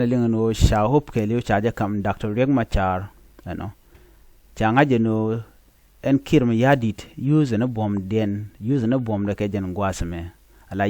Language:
Nuer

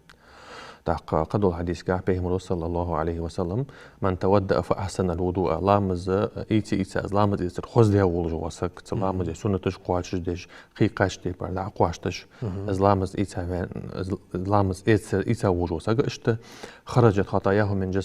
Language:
Ingush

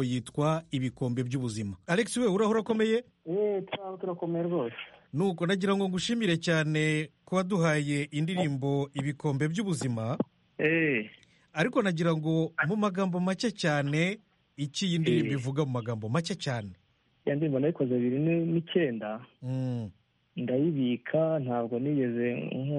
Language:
Kinyarwanda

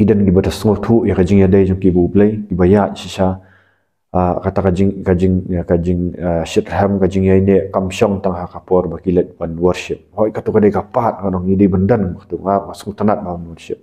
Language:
Khasi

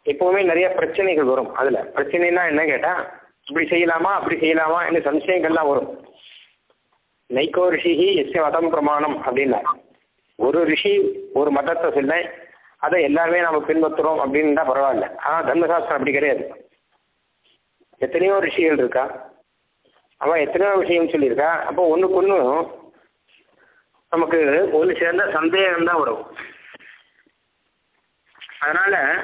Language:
Tamil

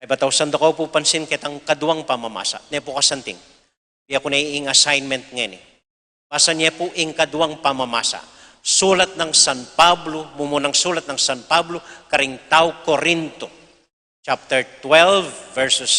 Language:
Pampanga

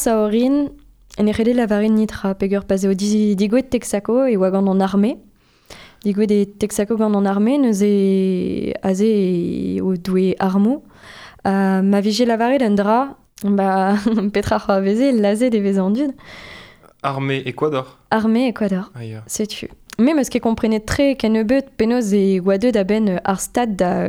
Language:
Breton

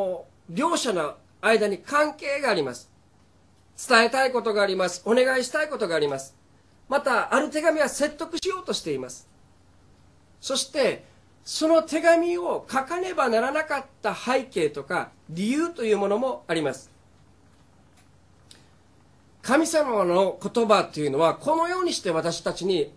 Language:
Japanese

